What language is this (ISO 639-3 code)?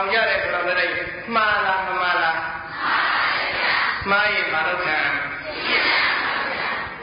mya